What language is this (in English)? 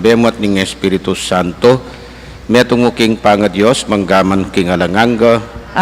Pampanga